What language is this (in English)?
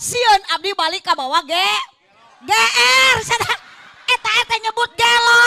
Sundanese